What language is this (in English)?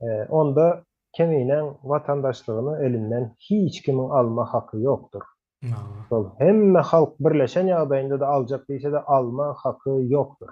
Turkmen